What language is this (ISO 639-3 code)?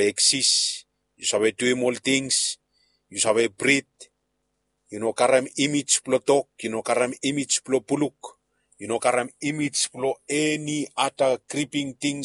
bis